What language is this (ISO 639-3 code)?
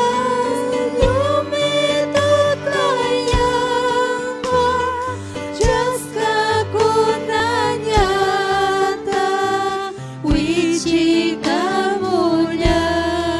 quy